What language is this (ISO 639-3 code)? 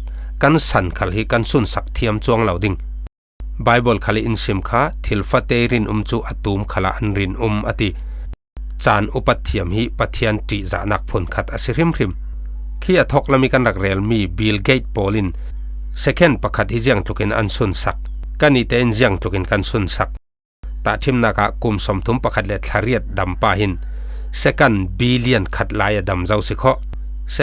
cfm